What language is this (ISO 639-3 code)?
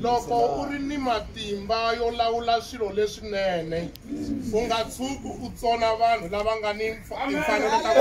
tso